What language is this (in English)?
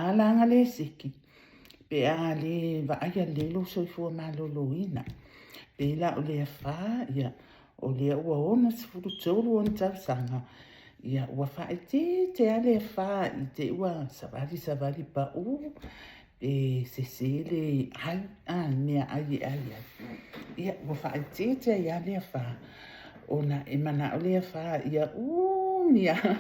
Samoan